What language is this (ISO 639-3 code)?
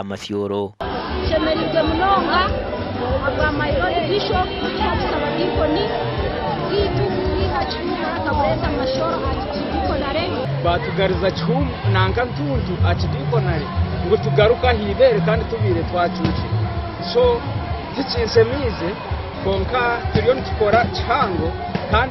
nyn